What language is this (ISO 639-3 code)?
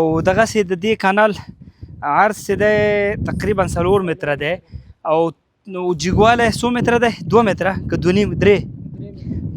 pus